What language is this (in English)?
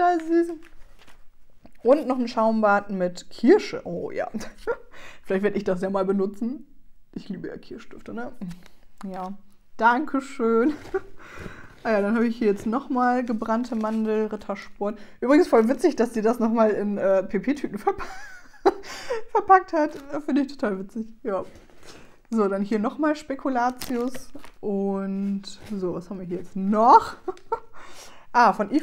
German